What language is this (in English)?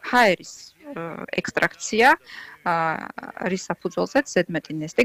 Georgian